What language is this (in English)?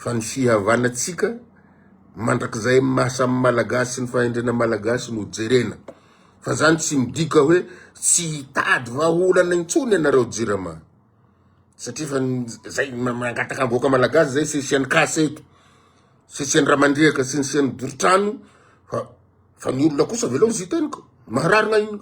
Malagasy